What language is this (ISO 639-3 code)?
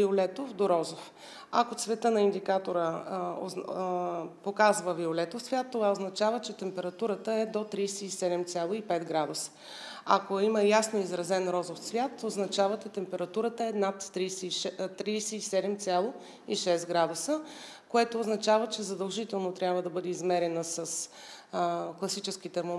bul